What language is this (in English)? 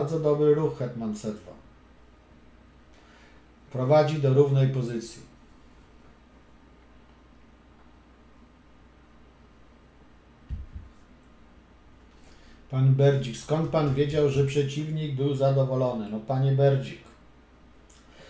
Polish